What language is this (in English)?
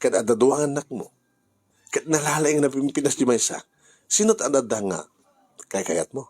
Iloko